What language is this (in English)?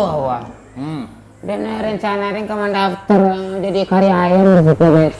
Minangkabau